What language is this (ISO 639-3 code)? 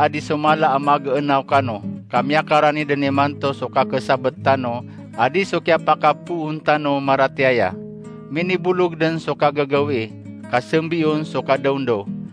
mrw